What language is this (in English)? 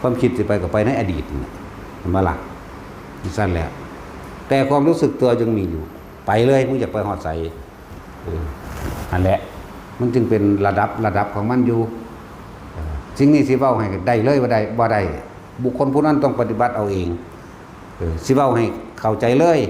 Northeastern Thai